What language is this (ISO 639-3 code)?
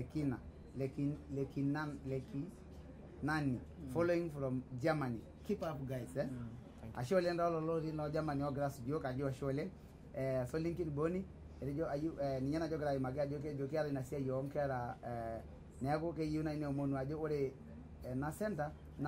mas